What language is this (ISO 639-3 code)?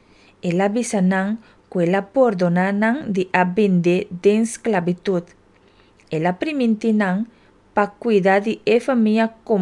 pap